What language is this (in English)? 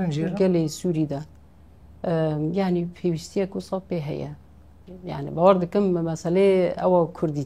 Kurdish